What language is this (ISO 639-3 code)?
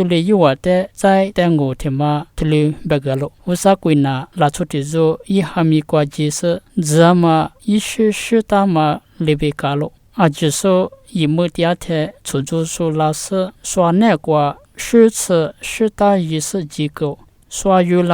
lis